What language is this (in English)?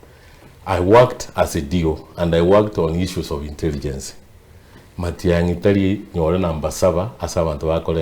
Gusii